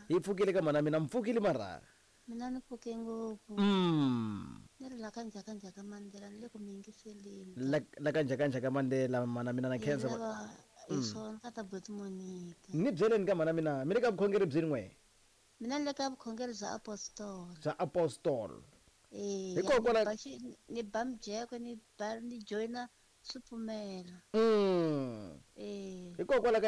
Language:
Tsonga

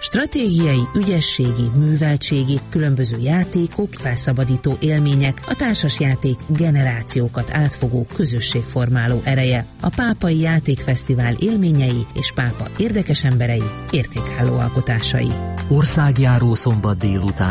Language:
Hungarian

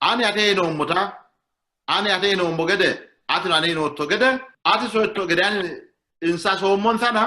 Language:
Sidamo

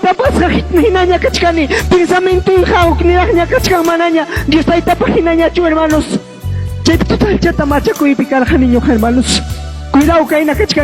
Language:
Ayacucho Quechua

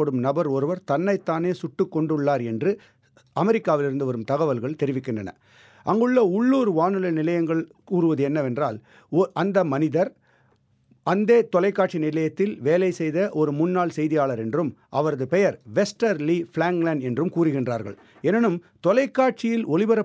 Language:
Tamil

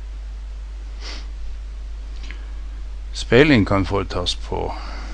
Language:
Norwegian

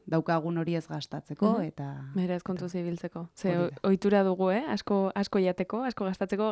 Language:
Basque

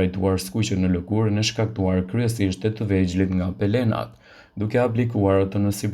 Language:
Albanian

